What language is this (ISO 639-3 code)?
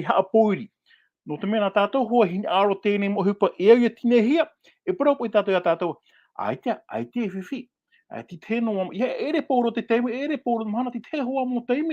tah